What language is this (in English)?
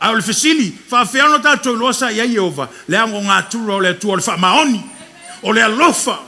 Samoan